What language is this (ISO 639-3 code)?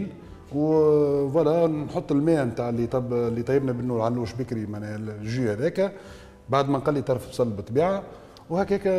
aeb